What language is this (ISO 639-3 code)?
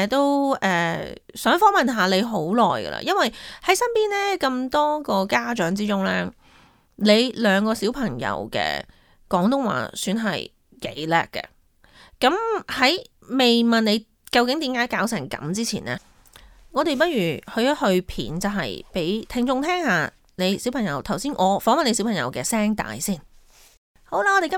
yue